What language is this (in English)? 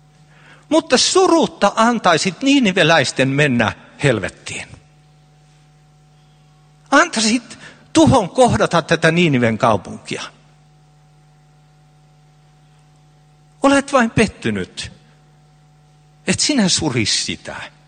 Finnish